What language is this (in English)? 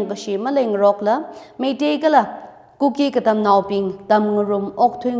Tangkhul Naga (India)